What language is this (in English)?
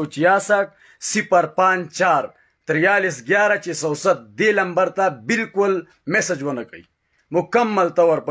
Pashto